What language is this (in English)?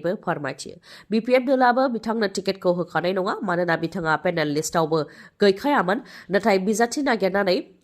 Bodo